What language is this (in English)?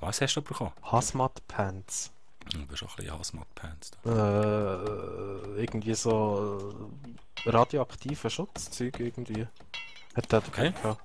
Swiss German